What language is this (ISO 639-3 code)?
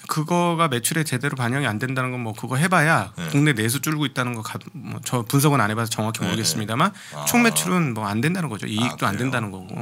kor